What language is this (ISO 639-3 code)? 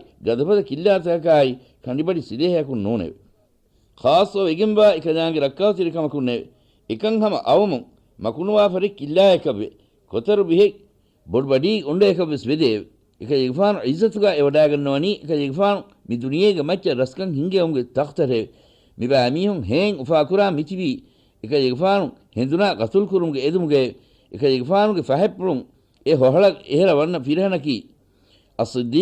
div